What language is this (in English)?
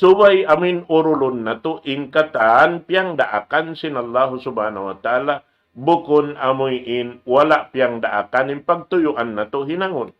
Tausug